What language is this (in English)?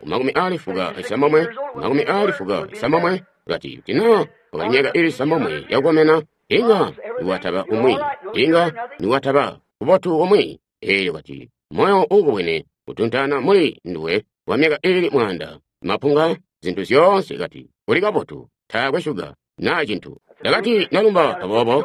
Tonga (Zambia)